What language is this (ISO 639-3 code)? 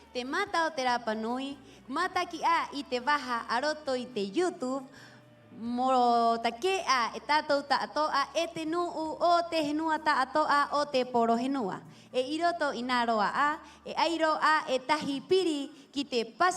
rap